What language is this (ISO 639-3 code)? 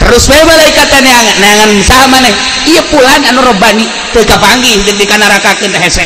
sun